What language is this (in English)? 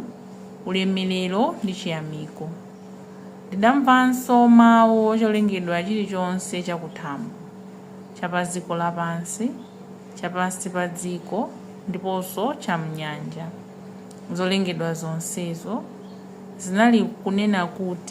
Nyanja